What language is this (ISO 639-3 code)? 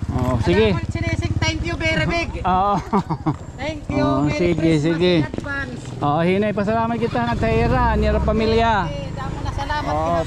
war